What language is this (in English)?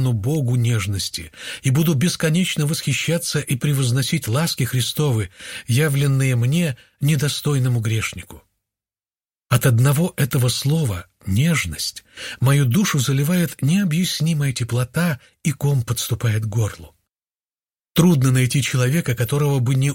Russian